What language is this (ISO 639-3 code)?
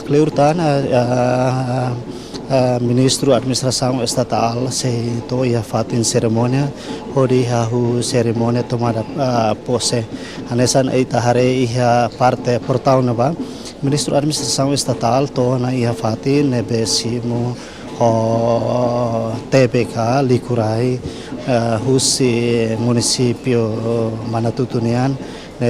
tet